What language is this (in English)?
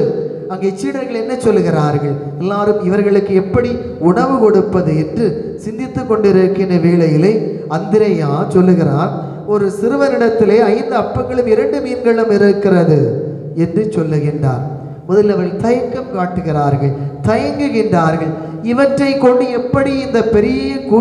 Tamil